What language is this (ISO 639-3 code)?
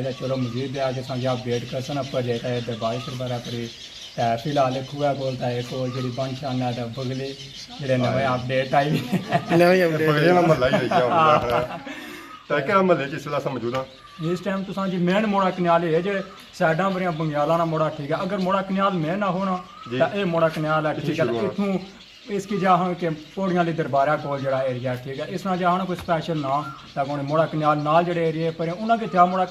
phr